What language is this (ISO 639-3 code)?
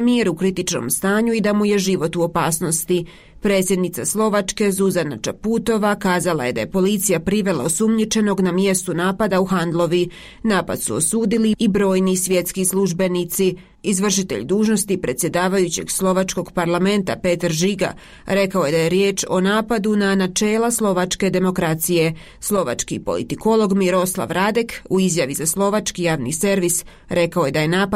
bos